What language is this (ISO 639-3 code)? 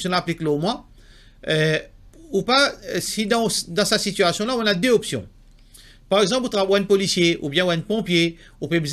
mfe